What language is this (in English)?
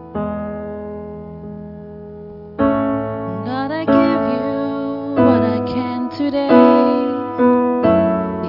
English